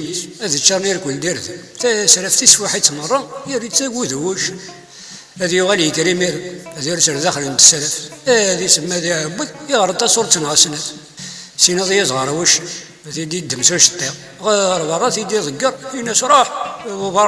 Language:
Kabyle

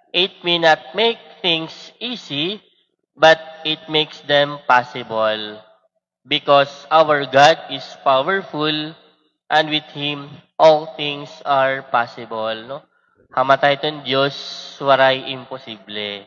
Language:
Waray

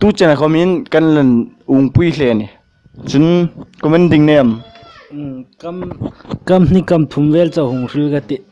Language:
Hmar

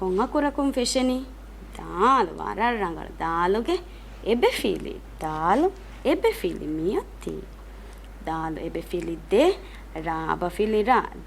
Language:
Divehi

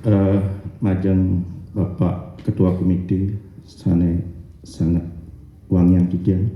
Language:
Balinese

